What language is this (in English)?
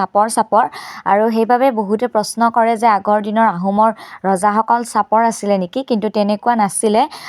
Assamese